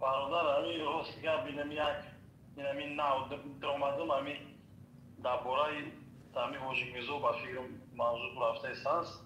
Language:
Tajik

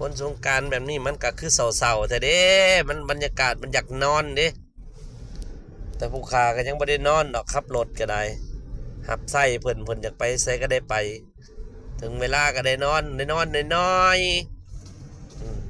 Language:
Lao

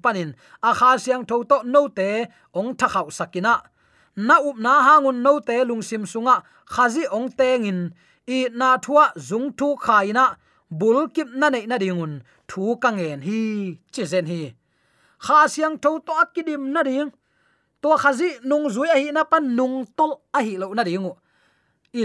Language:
Tedim Chin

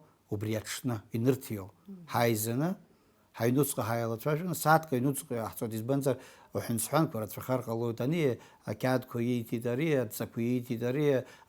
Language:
Abkhazian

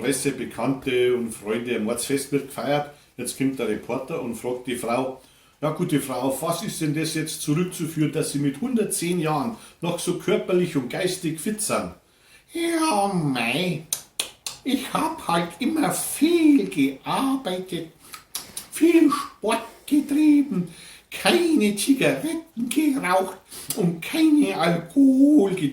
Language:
Bavarian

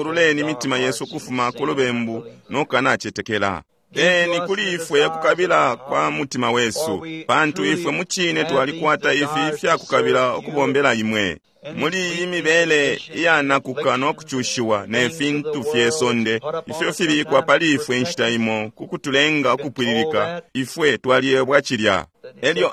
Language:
Bemba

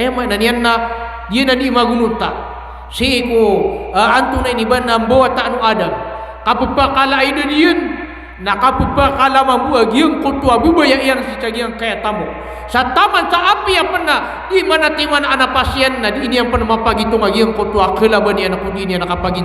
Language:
Maranao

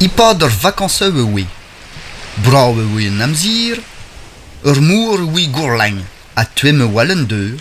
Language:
Breton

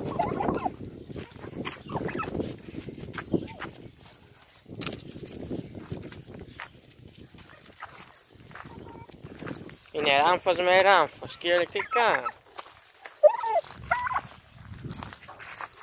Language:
Greek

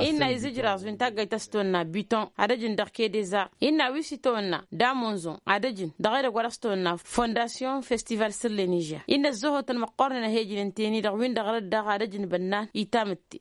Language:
Tamasheq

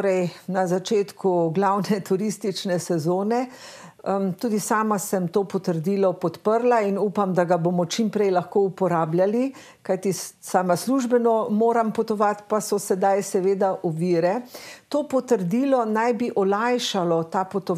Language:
Slovenian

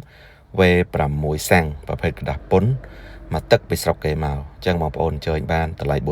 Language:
Khmer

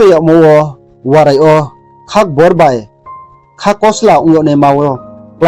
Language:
Riang (India)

